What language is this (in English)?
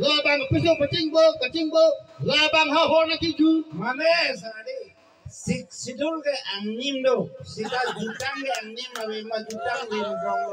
Karbi